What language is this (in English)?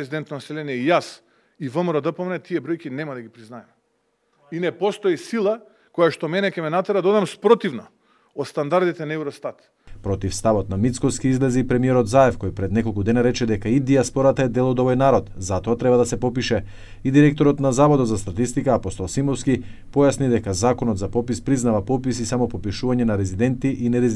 Macedonian